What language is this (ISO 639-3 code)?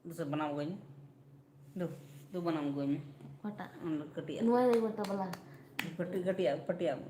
sat